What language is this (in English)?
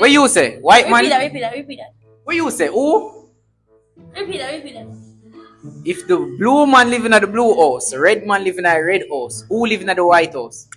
Jamaican Creole English